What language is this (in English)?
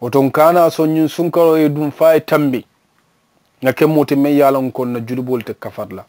Mandingo